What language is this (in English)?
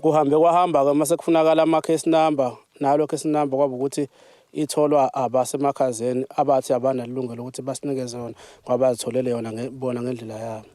Zulu